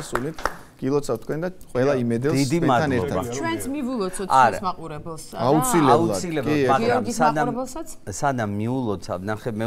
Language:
Georgian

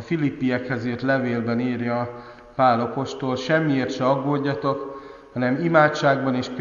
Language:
Hungarian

